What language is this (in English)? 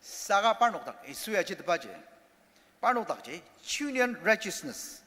Ao Naga